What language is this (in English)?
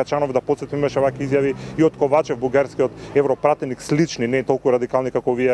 Macedonian